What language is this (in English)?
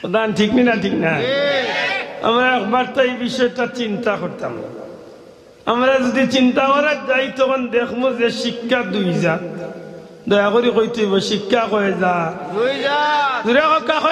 Sylheti